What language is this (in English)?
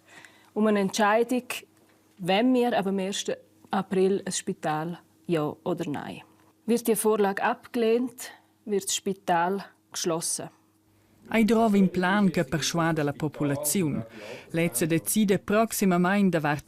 Romansh